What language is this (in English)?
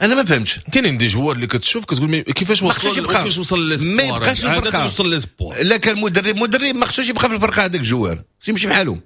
Moroccan Arabic